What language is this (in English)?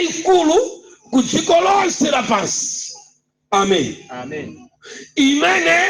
Nyanja